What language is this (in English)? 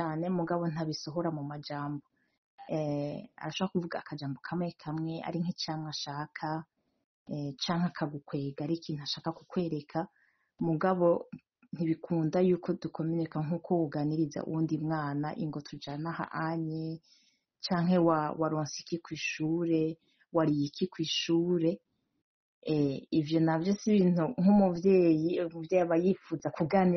Rundi